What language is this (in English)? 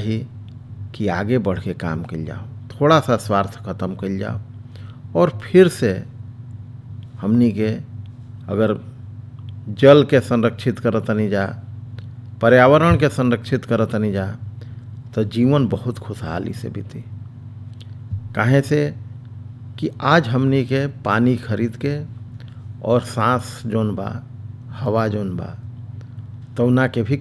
Bhojpuri